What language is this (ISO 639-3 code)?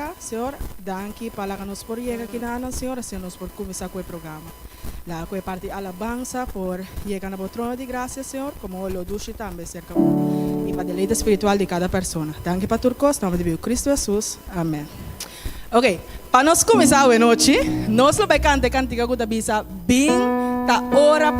pap